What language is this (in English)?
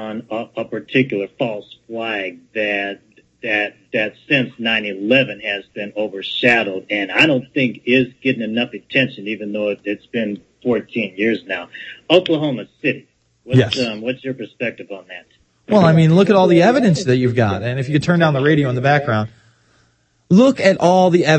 English